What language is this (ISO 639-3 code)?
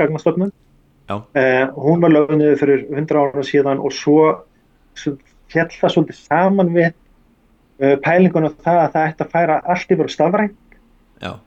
isl